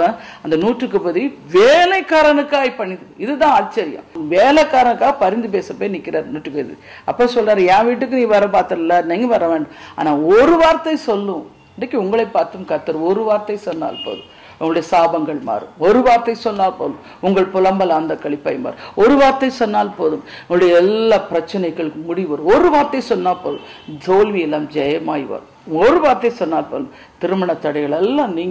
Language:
Tamil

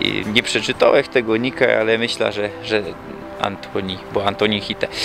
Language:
Silesian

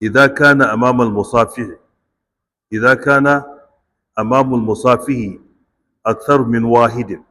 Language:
Hausa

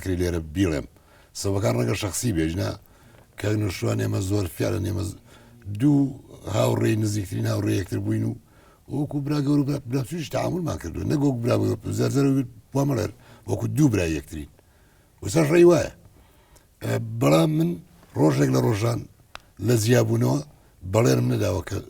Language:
Central Kurdish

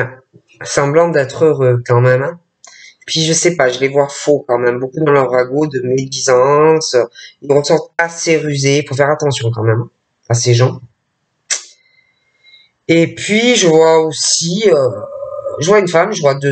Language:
French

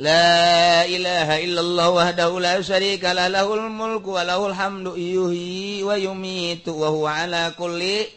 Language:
Sundanese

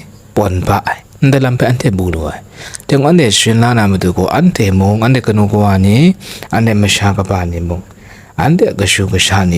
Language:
Kachin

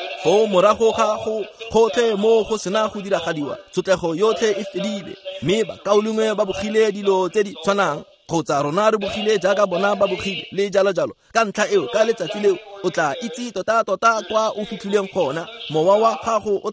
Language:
Tswana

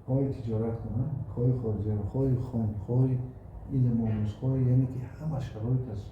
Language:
Tajik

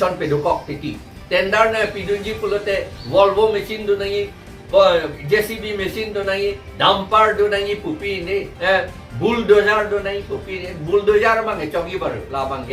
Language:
Karbi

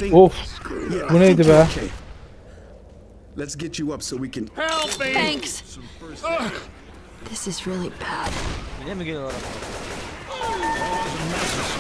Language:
Turkish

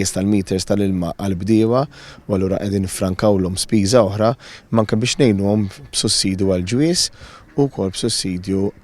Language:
Maltese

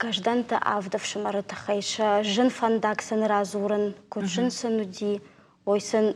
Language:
Ossetic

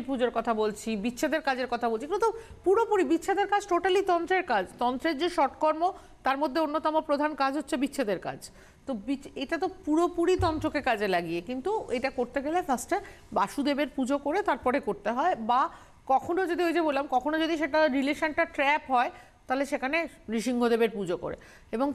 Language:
Bangla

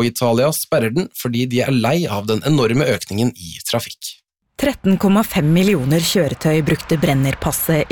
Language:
Norwegian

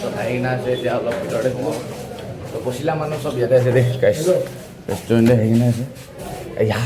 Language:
Naga Pidgin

